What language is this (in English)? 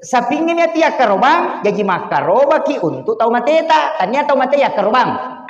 Buginese